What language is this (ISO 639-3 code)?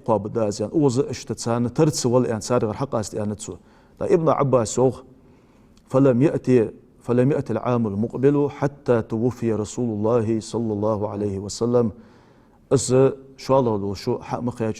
inh